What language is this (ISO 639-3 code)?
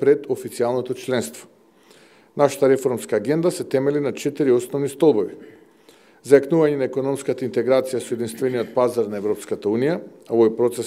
mkd